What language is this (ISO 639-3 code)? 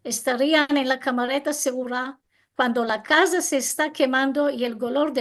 lad